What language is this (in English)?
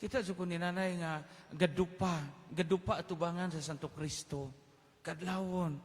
Cebuano